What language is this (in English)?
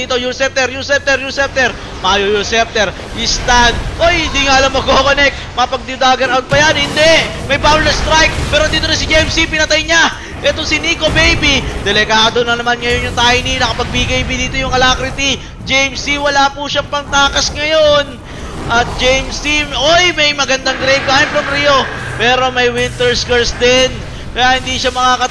Filipino